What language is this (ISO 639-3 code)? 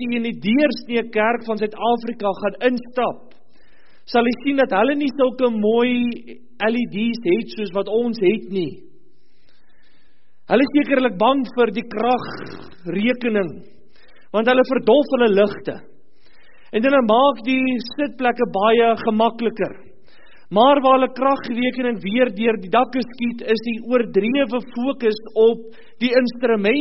afr